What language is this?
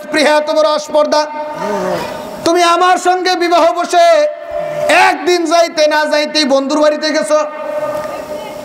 Bangla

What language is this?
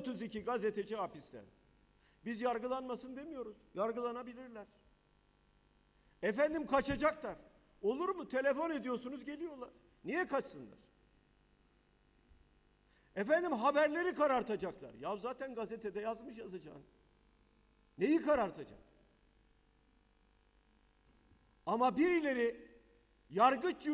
Turkish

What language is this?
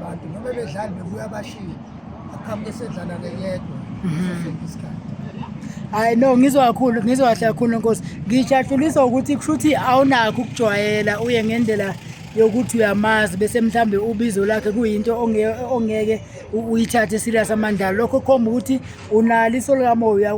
Zulu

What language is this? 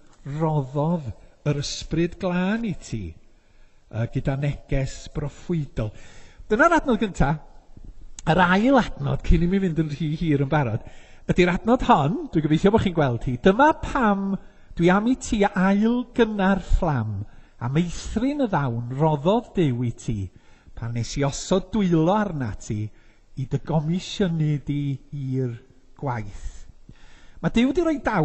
Welsh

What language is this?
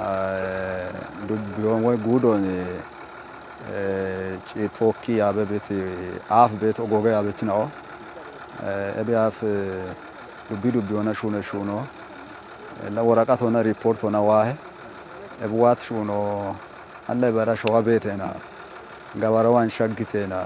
Kafa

